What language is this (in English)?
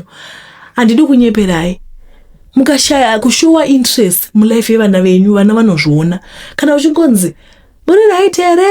Shona